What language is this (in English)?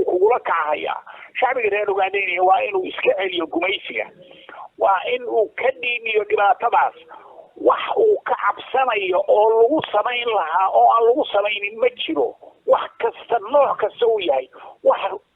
Somali